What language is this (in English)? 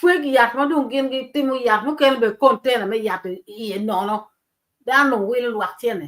Acoli